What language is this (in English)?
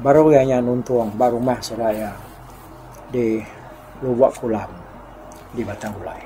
Iban